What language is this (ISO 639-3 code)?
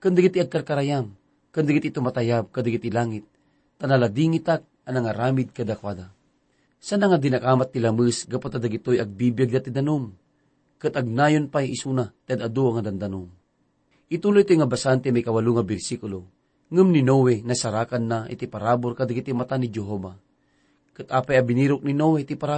ilo